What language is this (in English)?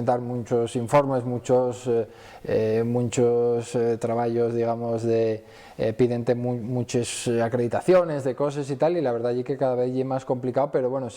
Asturian